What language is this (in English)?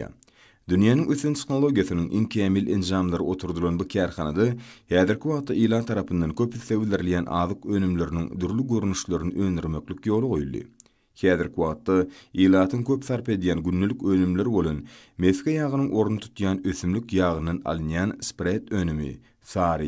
Turkmen